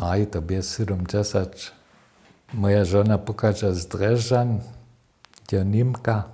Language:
Upper Sorbian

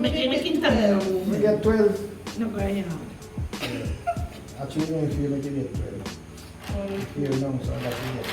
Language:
Jamaican Creole English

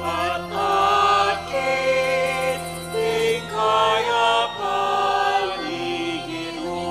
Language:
Pampanga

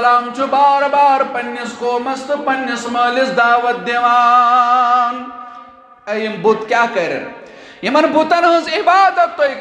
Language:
Kashmiri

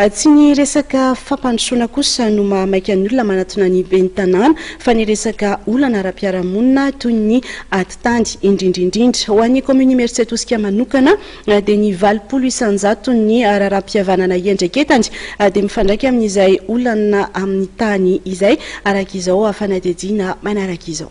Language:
Malagasy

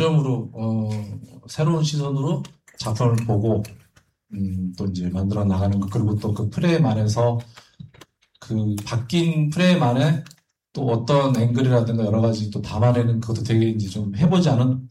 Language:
Korean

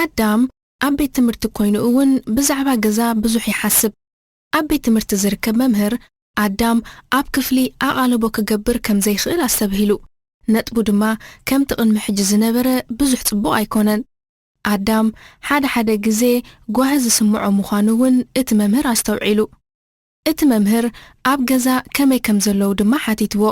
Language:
Tigrinya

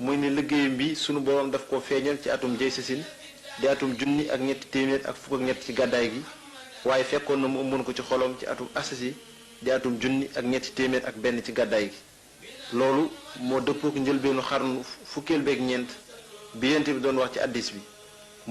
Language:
Wolof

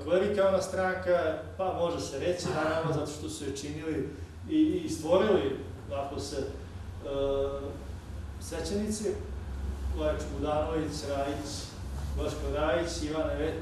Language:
Croatian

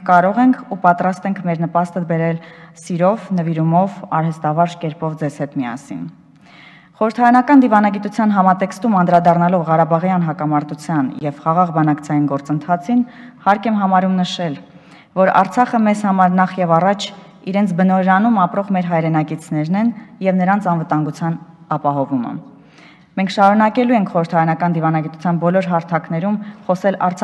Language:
Armenian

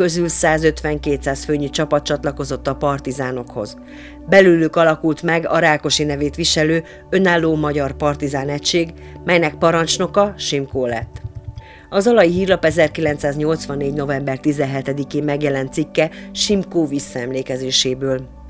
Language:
Hungarian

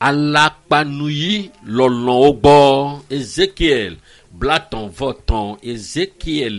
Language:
Ewe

